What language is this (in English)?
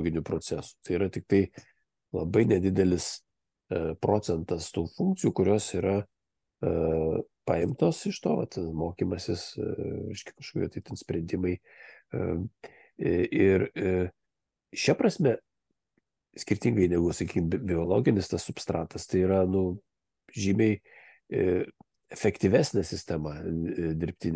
Lithuanian